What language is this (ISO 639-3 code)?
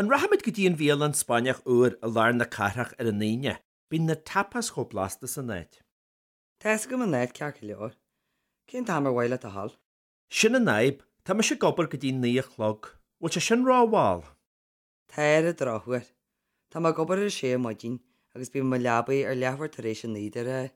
gle